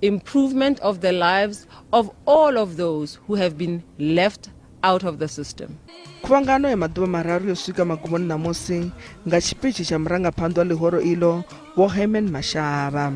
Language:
Venda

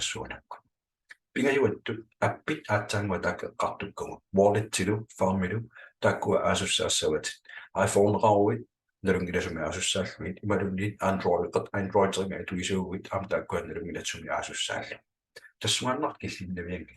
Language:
Kalaallisut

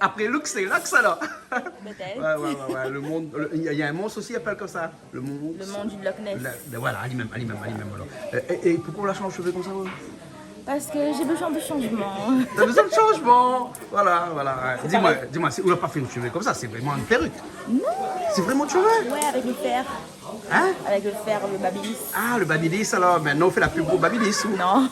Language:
Réunion Creole French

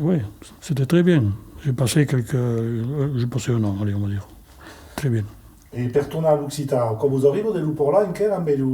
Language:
Occitan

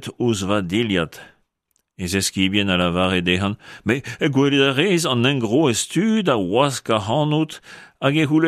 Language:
Breton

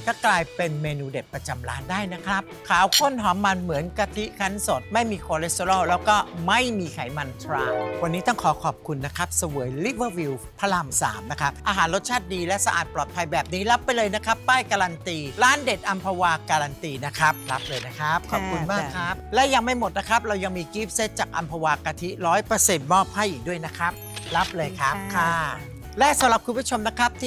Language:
Thai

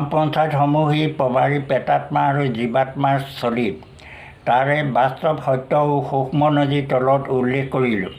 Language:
Assamese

